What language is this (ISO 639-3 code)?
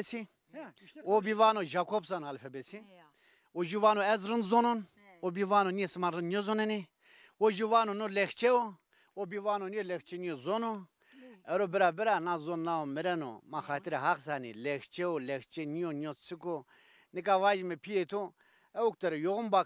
zza